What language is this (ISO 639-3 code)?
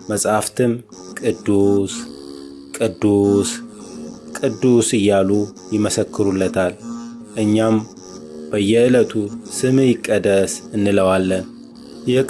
amh